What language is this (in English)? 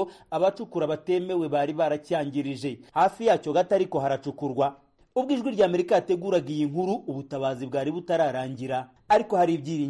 Kinyarwanda